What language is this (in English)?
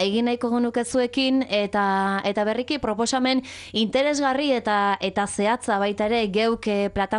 Basque